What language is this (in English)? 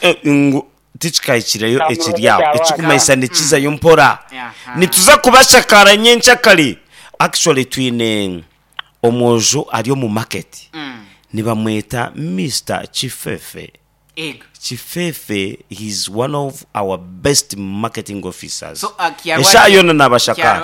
Nyankole